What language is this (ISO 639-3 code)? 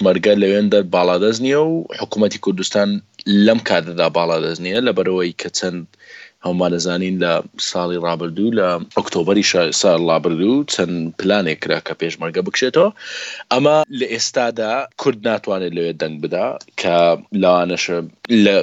ckb